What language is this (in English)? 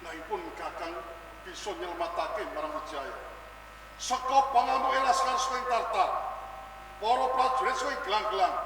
Javanese